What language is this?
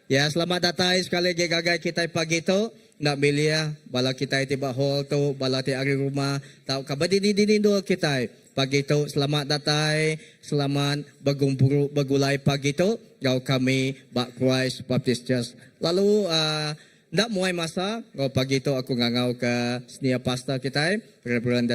Iban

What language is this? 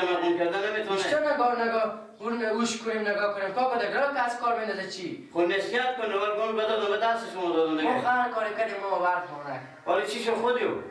Persian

